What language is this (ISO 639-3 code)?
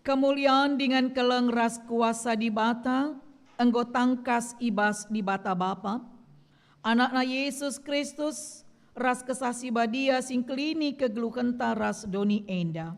btx